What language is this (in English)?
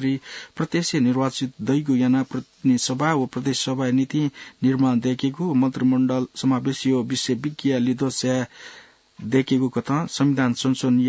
Newari